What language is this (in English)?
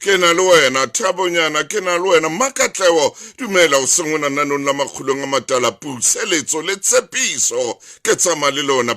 Southern Sotho